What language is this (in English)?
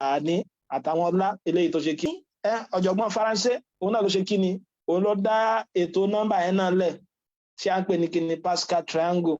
Yoruba